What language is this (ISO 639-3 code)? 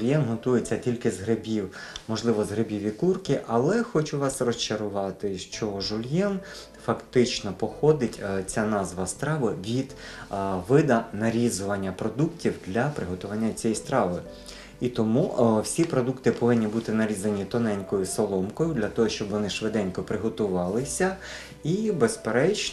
ukr